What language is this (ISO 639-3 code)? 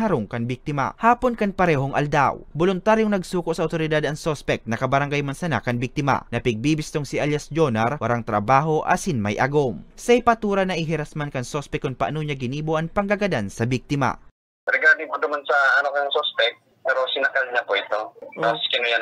bik